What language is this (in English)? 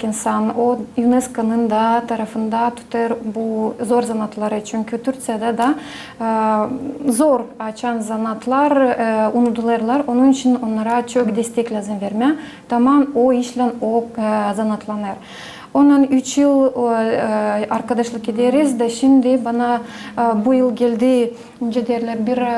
Gagauz